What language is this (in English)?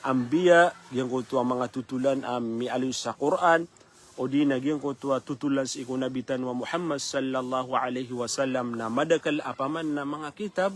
Maranao